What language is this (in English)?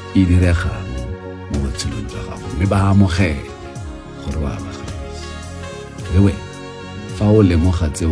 Tswana